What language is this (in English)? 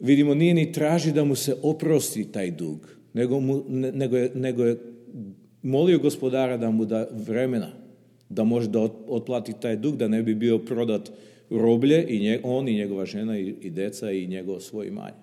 Serbian